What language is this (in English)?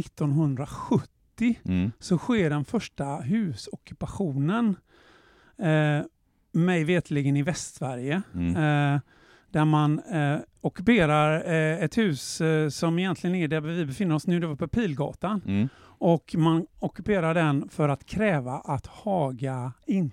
Swedish